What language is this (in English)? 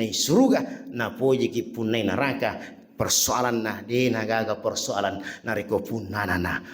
Buginese